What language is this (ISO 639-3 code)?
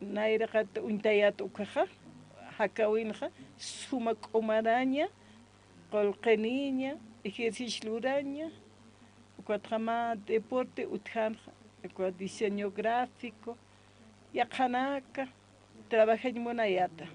aym